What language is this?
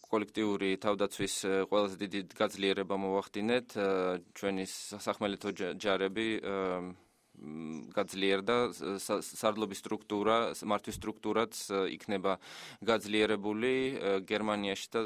Georgian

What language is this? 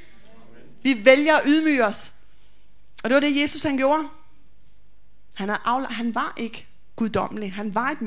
Danish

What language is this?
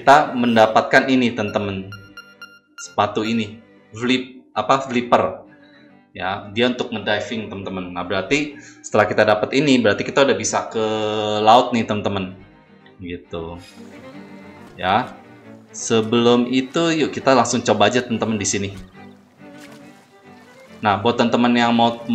Indonesian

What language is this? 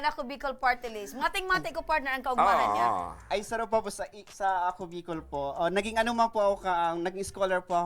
Bikol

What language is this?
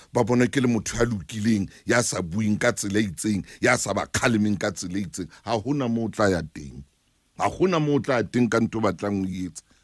Southern Sotho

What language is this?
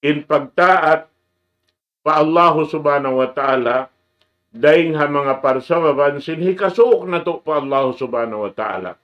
Tausug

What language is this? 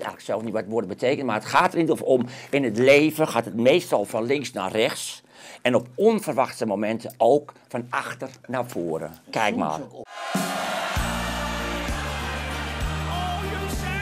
Dutch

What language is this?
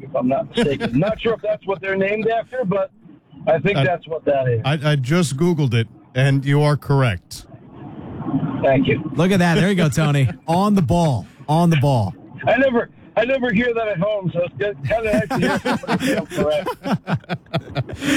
English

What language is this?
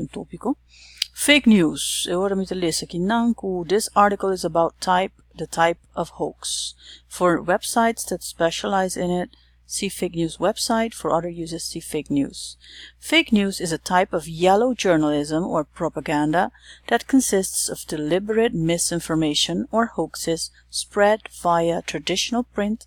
Papiamento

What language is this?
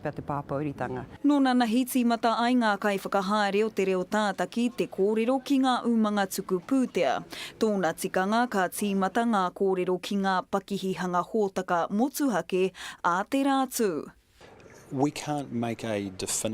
Māori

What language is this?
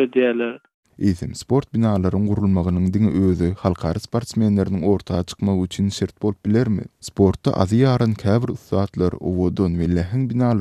Turkmen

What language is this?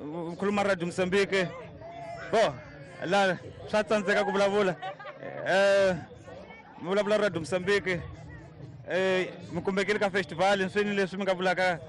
Tsonga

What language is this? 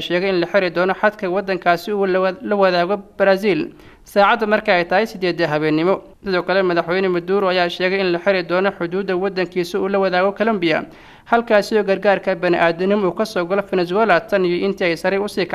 Somali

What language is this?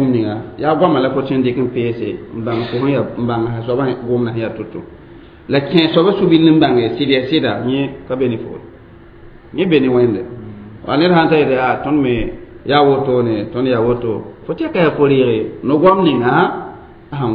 Mossi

